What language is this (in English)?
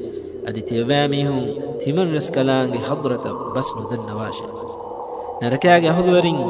Divehi